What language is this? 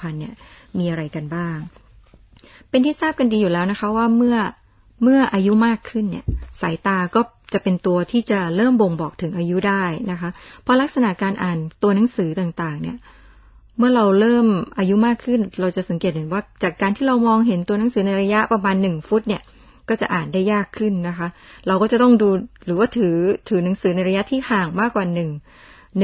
Thai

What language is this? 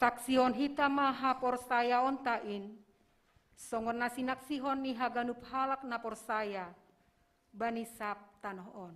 Batak Simalungun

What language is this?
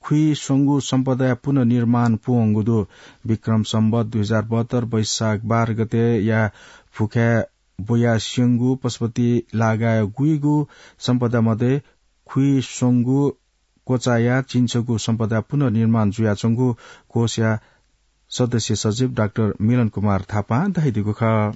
Newari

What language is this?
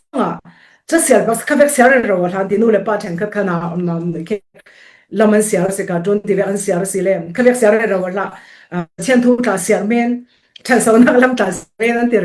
Falam Chin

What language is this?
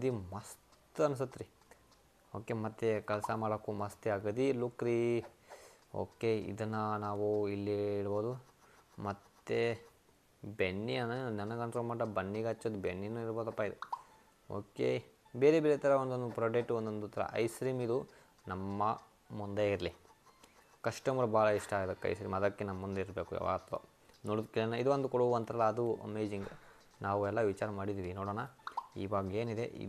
Kannada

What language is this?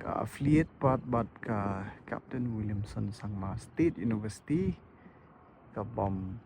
Khasi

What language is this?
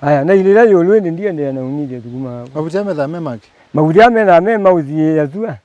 Kamba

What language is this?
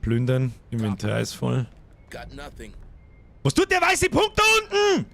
Bavarian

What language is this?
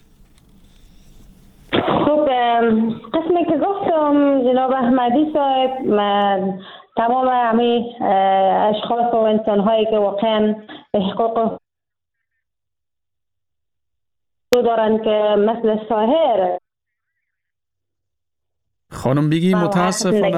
Persian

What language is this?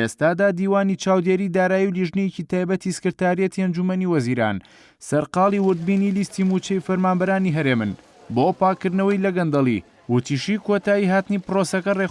Central Kurdish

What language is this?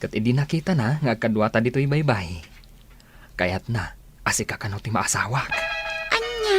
Iloko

